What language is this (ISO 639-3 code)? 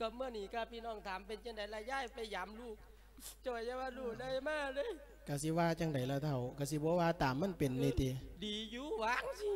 lao